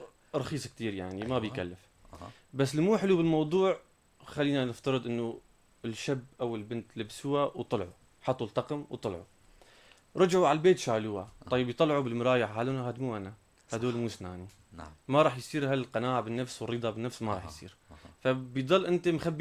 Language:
North Levantine Arabic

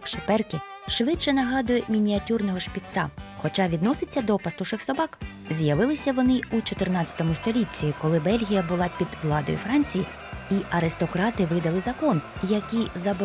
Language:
Ukrainian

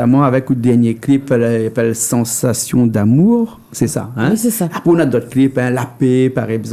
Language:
Réunion Creole French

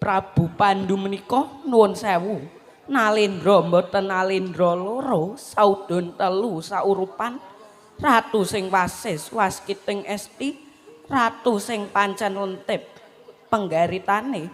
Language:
Javanese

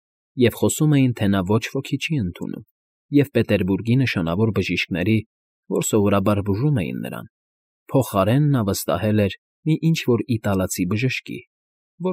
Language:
Armenian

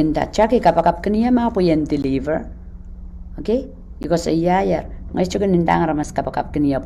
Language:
Pohnpeian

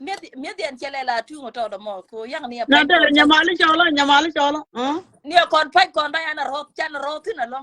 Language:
Nuer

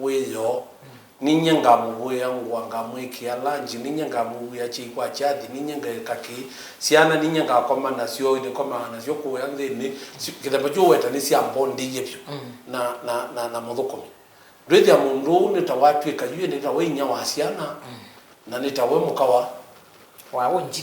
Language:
Kamba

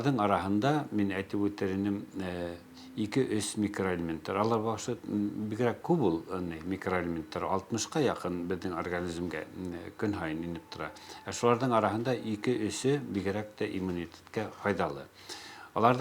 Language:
Bashkir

